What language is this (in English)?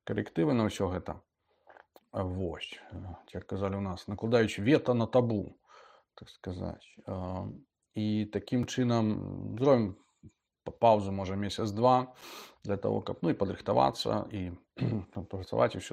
Belarusian